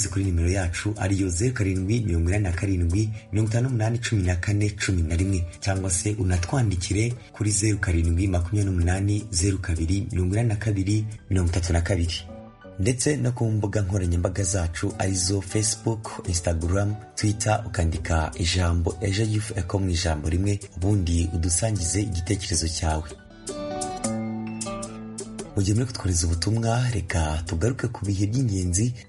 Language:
Kinyarwanda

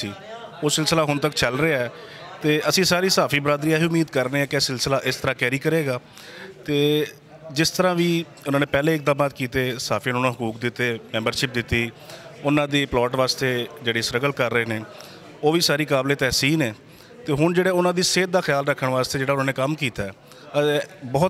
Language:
Western Panjabi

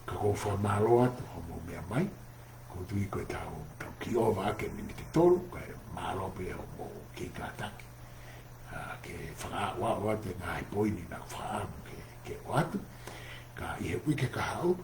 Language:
Tongan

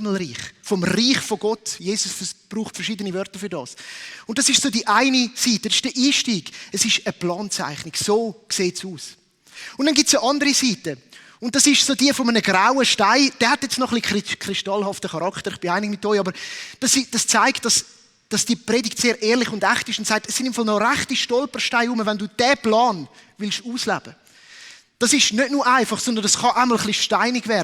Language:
Swiss German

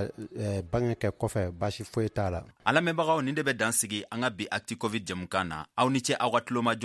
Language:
Bambara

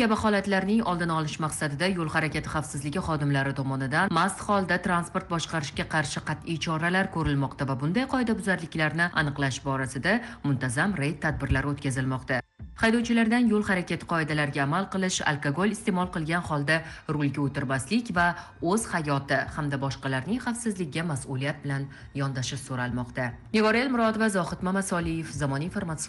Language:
Uzbek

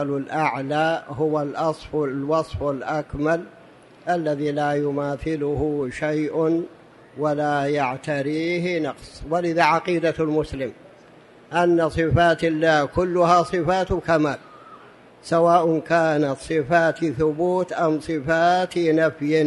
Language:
Arabic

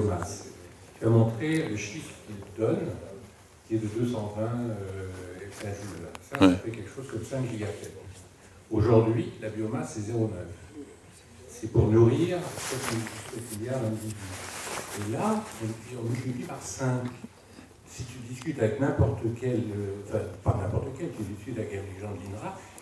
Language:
French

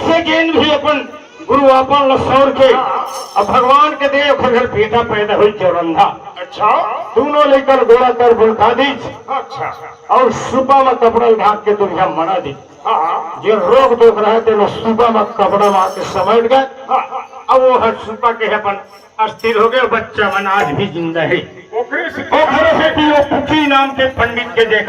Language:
Chhattisgarhi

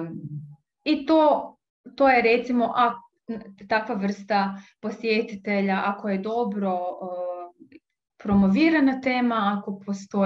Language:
Croatian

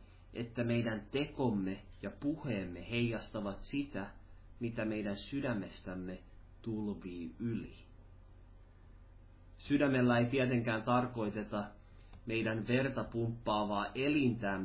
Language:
Finnish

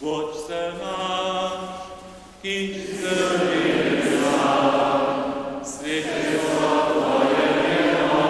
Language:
Upper Sorbian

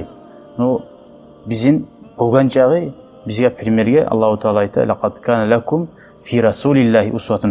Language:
Kumyk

